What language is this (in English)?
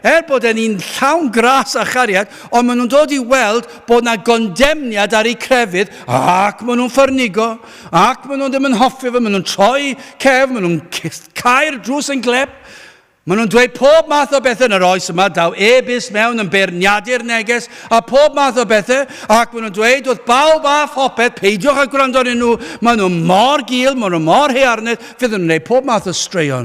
Welsh